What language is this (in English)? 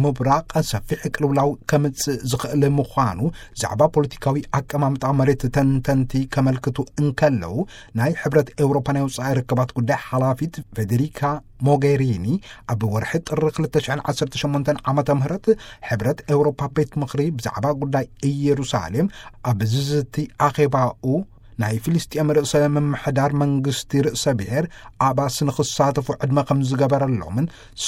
Tigrinya